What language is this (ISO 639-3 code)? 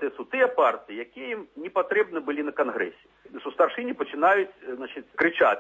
bel